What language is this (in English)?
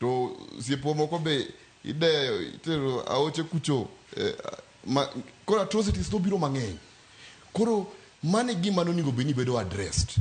Luo (Kenya and Tanzania)